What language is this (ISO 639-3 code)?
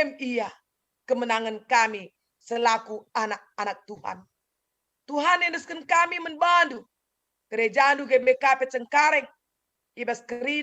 btx